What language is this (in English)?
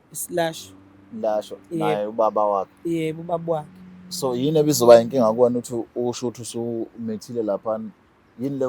Zulu